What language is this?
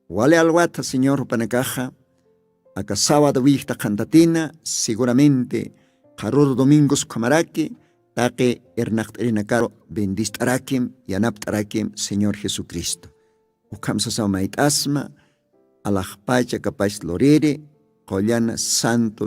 Aymara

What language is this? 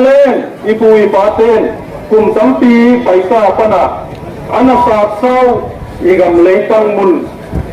Paite Chin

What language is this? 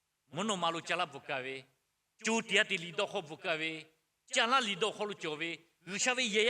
Lahu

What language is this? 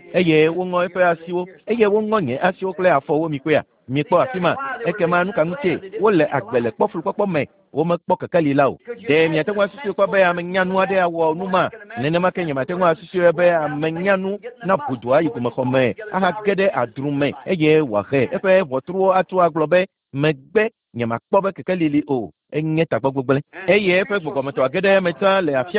Ewe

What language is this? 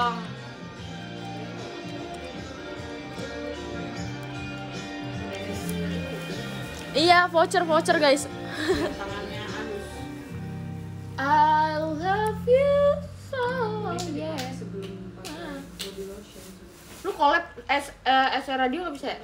Indonesian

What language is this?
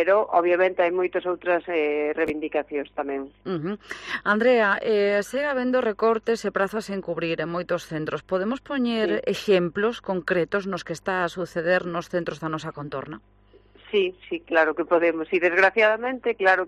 Galician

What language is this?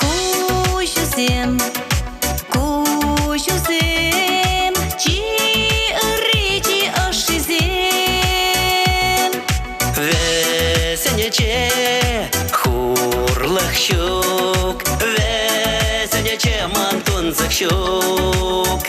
Chuvash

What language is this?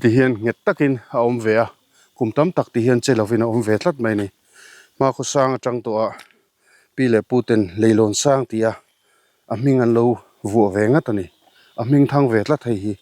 Mizo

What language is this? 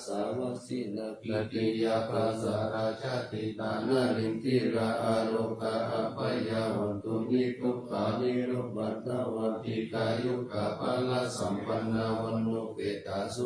Pali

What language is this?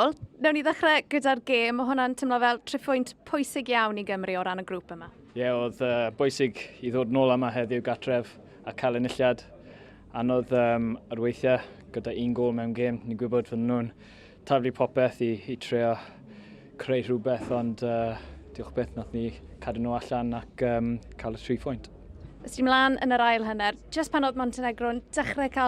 Welsh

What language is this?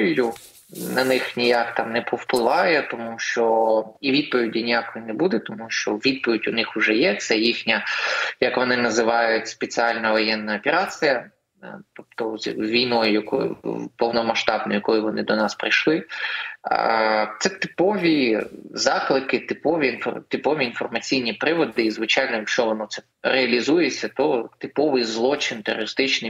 Ukrainian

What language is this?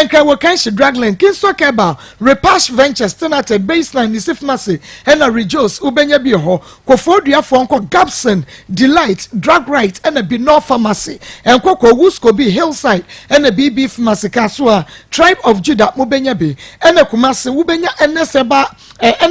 Akan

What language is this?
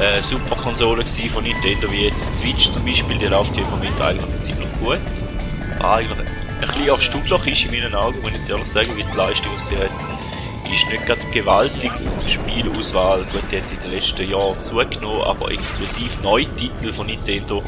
Swiss German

